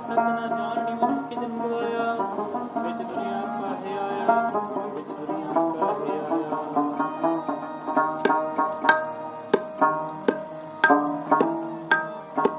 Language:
Punjabi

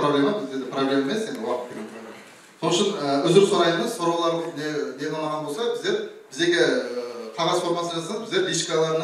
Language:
Kara-Kalpak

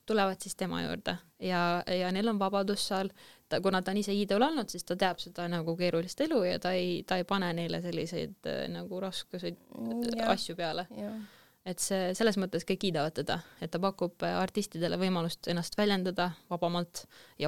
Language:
Estonian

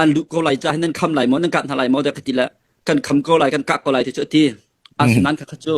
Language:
Hakha Chin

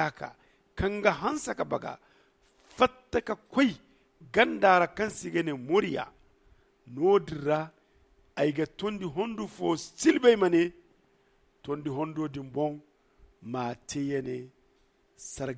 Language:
Zarma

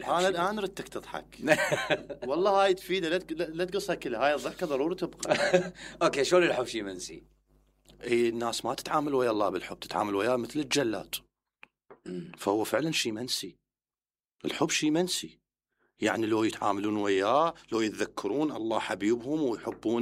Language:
Mesopotamian Arabic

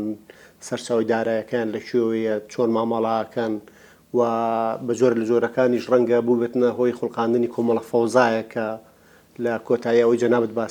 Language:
Central Kurdish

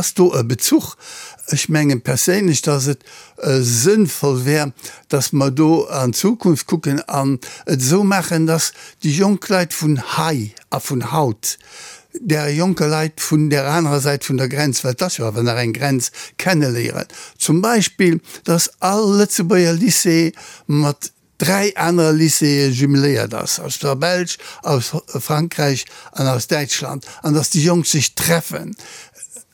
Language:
Luxembourgish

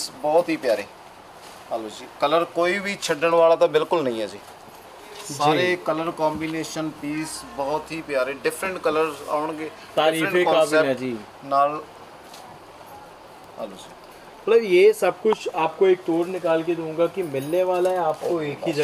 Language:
Punjabi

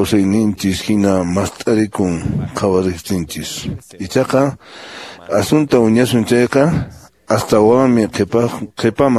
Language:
Quechua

